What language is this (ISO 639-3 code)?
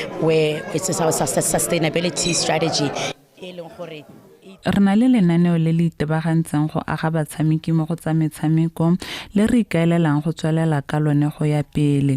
tsn